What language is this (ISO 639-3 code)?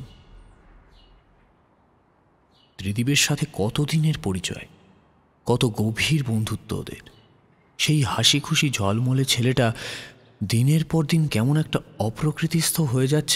ben